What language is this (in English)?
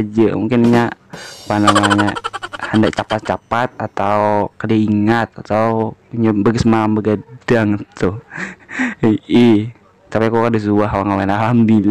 Banjar